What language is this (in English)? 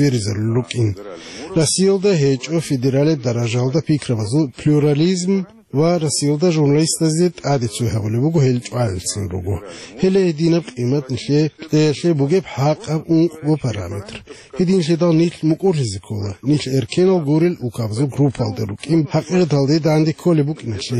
Avaric